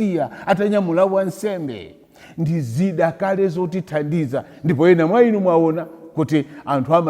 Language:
Nyanja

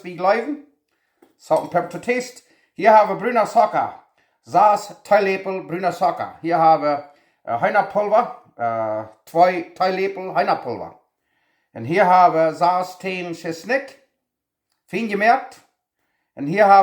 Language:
Plautdietsch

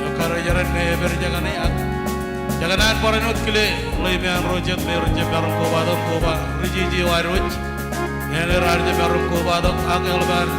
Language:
Marshallese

